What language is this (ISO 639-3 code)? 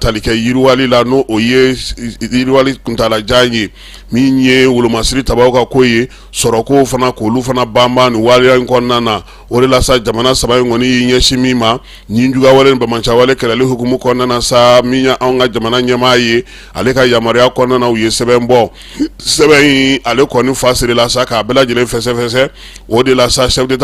bam